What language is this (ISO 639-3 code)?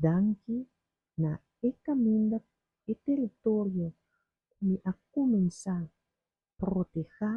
pap